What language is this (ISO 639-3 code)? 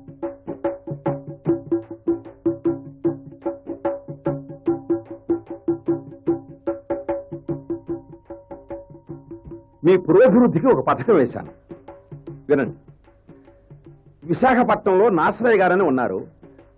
tel